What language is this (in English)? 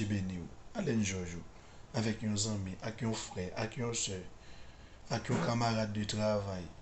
Haitian Creole